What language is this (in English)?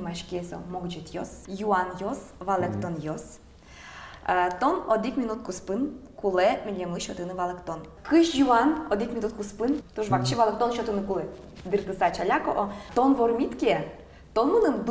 Udmurt